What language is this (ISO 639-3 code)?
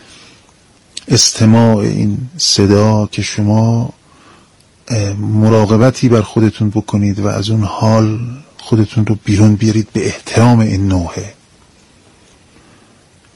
fas